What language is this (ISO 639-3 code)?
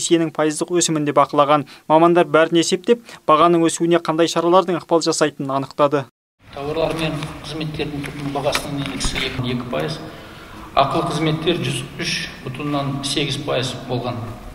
kaz